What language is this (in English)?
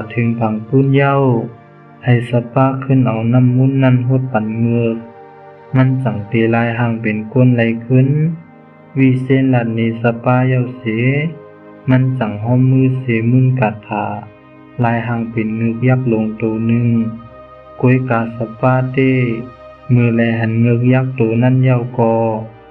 Shan